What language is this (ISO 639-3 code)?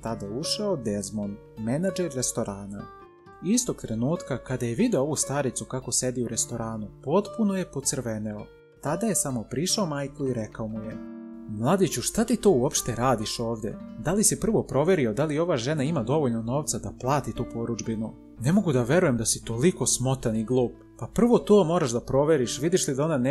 srp